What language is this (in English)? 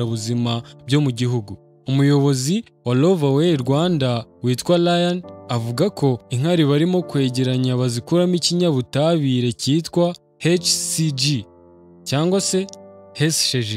Kinyarwanda